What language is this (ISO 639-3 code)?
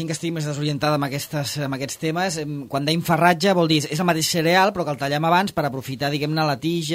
cat